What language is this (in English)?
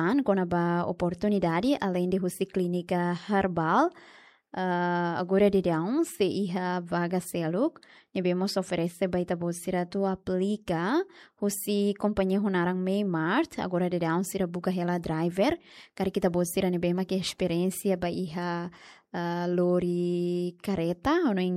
Tetum